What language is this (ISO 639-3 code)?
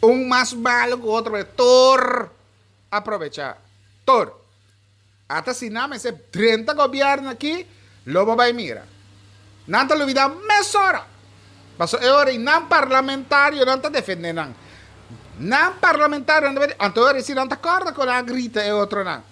pap